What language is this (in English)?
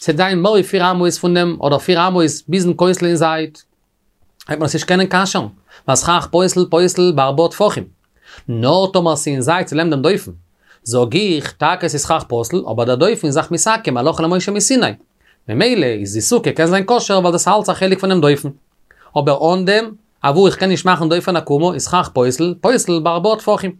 Yiddish